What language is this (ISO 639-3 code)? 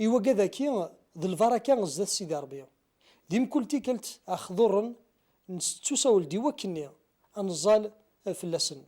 kab